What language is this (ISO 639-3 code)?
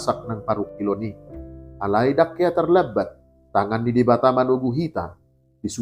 bbc